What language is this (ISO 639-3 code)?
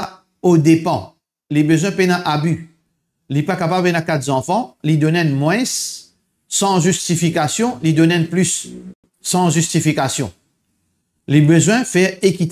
mfe